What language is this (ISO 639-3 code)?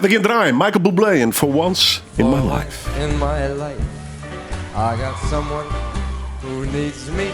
fry